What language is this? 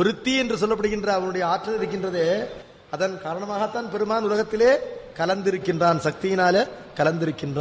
Tamil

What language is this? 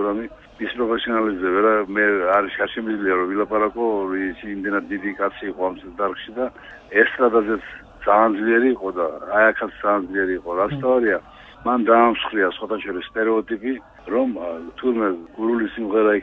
Georgian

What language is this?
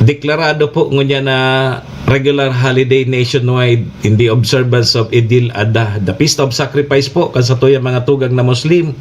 Bikol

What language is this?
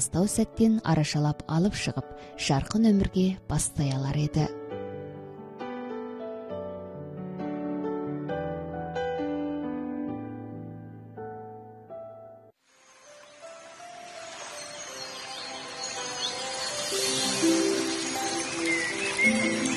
Kazakh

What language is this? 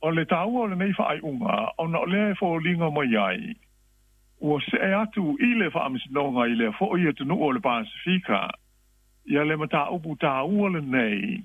Samoan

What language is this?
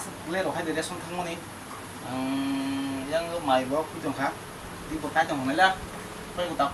Kok Borok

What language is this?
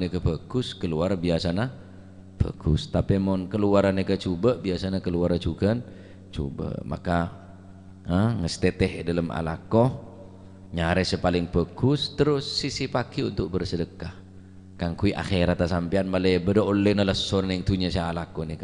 Madurese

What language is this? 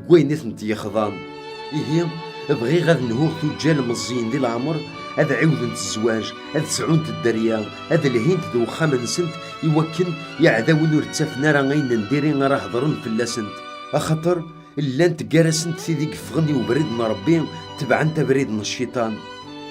Kabyle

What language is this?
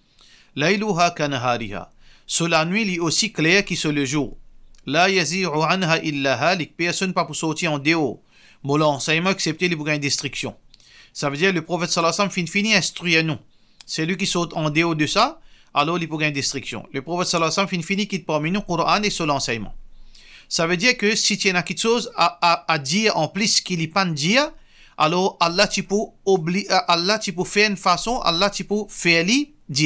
Morisyen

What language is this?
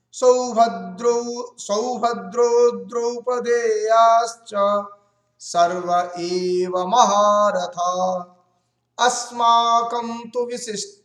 Sanskrit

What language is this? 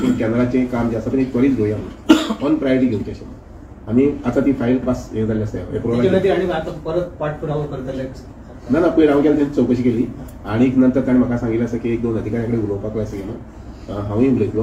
Konkani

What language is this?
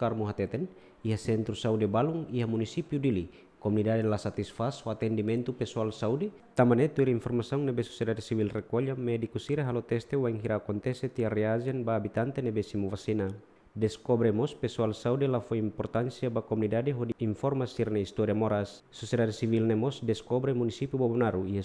Tetum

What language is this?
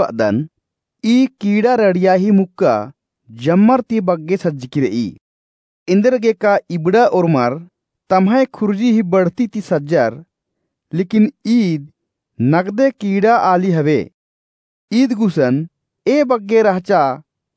Kurukh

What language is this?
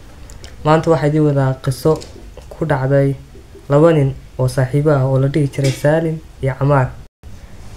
Somali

